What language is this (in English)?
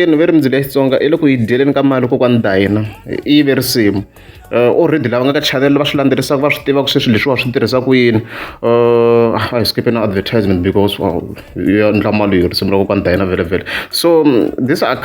Tsonga